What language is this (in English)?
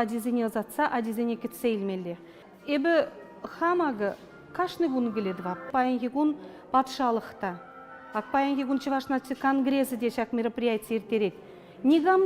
Chuvash